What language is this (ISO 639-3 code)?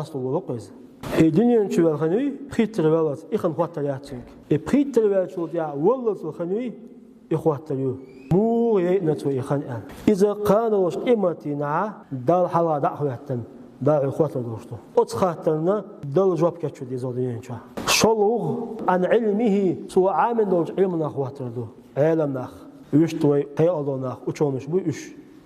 che